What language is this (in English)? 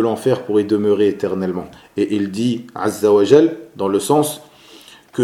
French